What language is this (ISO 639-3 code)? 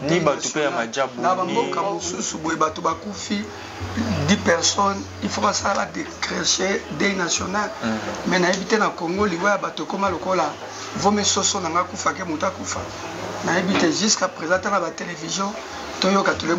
lin